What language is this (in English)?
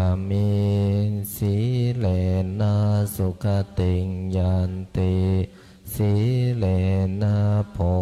Pali